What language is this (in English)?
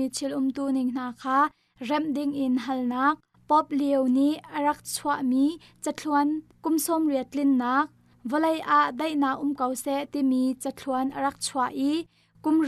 Hakha Chin